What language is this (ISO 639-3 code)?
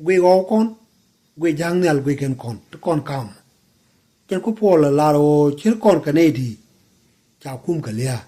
nus